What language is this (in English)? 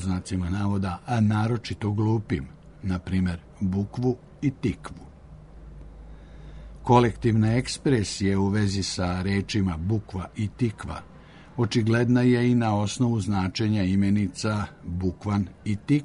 Serbian